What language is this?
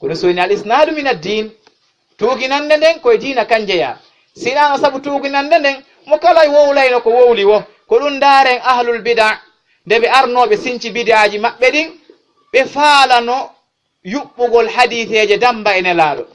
Fula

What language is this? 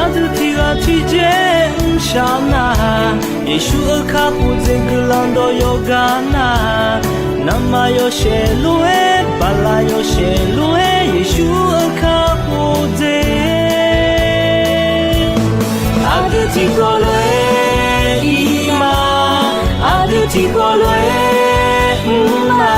Akha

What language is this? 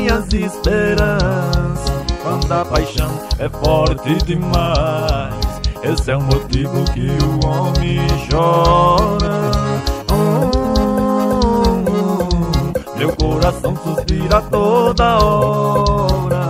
Portuguese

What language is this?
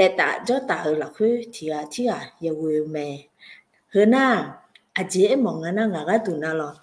Akha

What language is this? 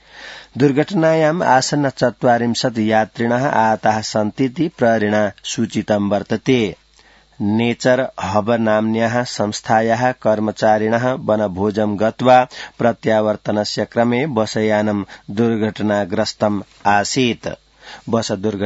Sanskrit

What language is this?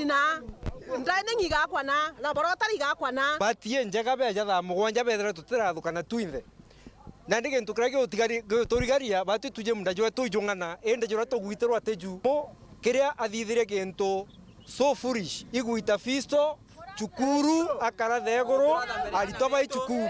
Meru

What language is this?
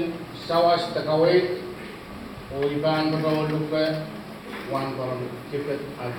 Pohnpeian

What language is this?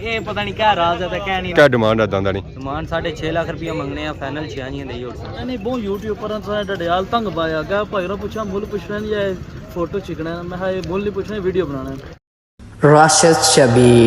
Pahari-Potwari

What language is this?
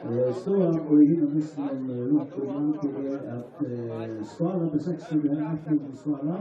Faroese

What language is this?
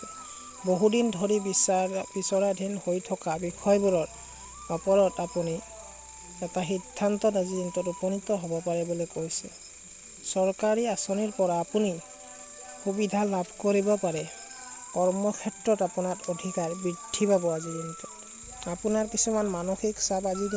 Assamese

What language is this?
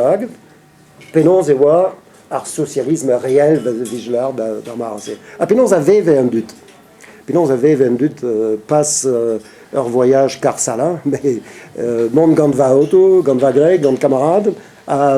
Breton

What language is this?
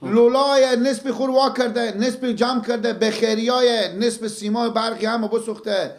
Persian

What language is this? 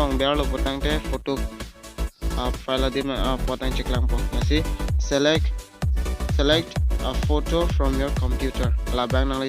Karbi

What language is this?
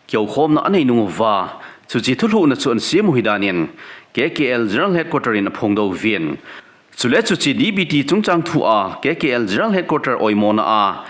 Thado Chin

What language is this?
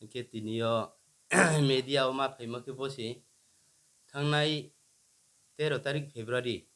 Riang (India)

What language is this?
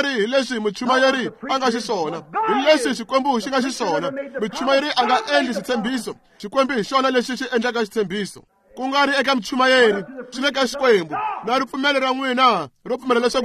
Tsonga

